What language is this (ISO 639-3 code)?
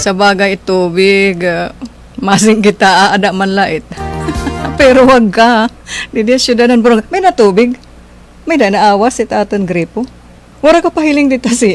war